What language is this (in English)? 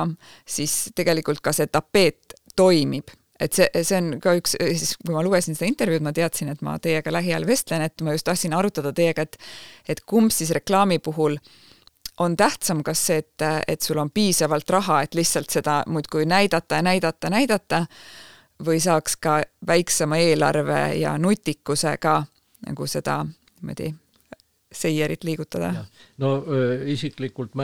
Estonian